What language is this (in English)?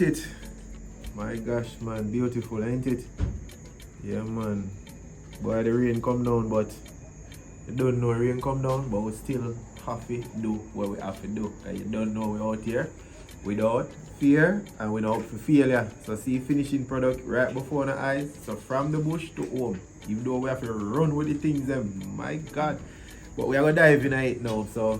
Jamaican Creole English